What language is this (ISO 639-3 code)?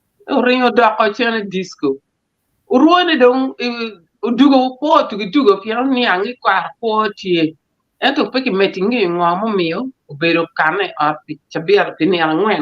ach